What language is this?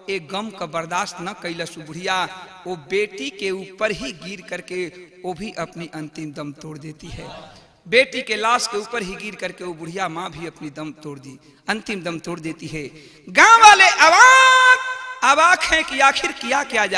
Bhojpuri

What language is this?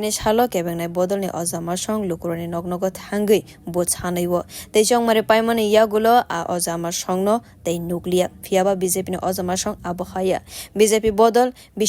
Kok Borok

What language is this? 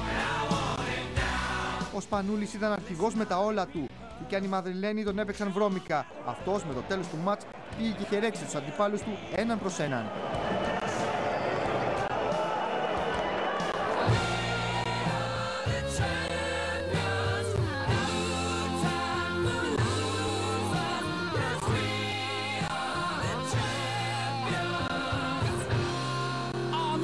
Greek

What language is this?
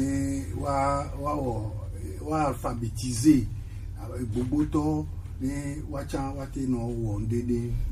Gen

